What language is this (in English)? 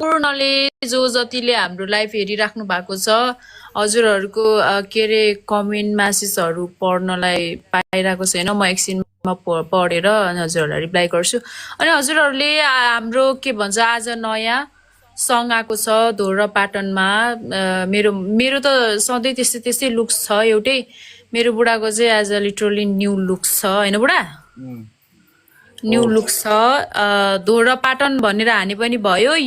Nepali